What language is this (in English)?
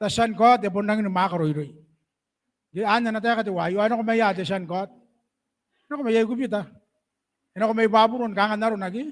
Gilbertese